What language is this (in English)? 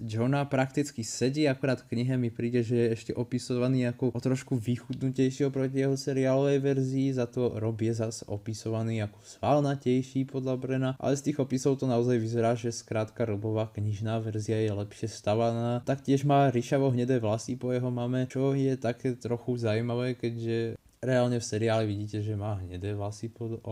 Slovak